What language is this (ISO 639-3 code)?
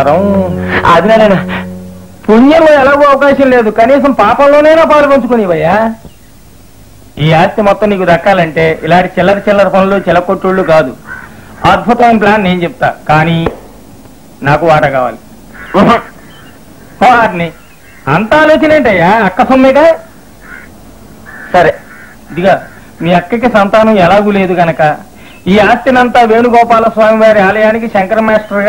tel